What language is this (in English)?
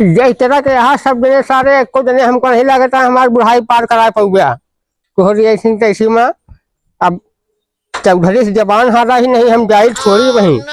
Awadhi